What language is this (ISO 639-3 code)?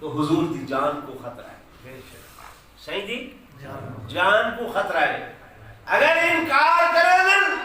skr